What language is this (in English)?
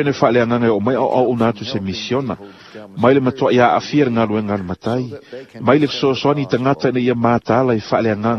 Samoan